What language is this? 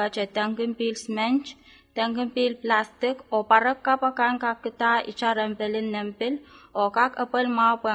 Pohnpeian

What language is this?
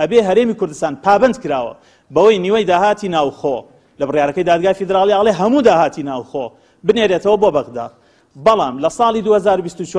Central Kurdish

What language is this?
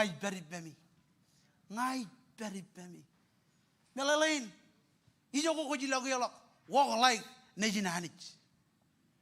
Marshallese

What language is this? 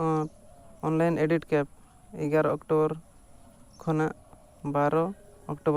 Santali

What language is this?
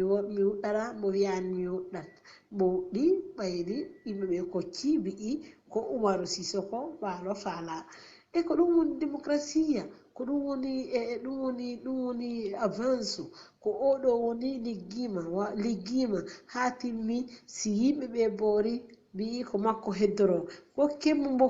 Fula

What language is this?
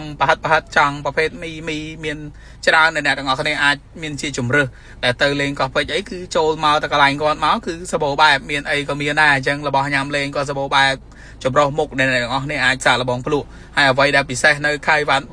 Khmer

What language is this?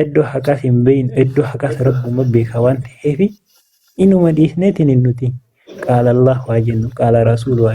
Oromo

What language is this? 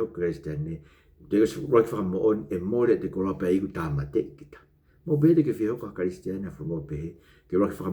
Tongan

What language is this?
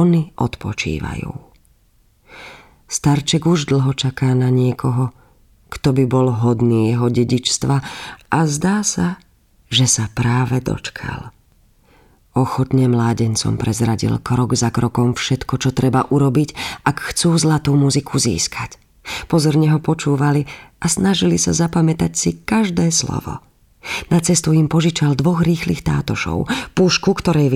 Slovak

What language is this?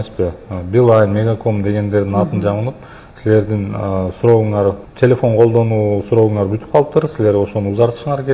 Kyrgyz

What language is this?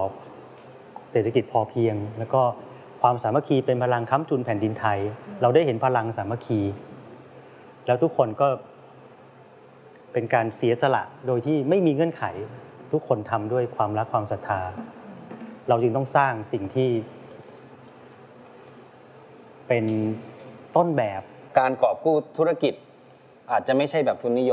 Thai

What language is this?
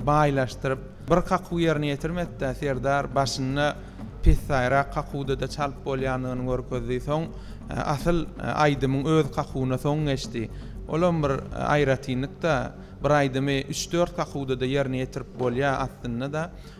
Turkmen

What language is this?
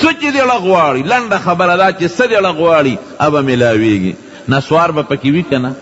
Pashto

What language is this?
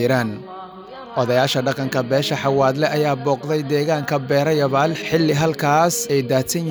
Somali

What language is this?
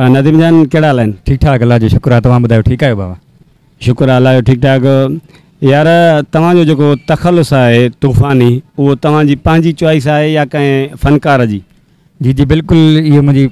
Sindhi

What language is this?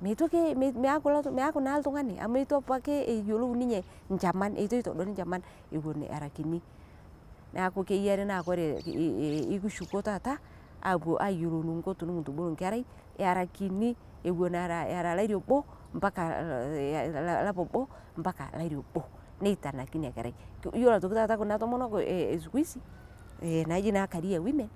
Masai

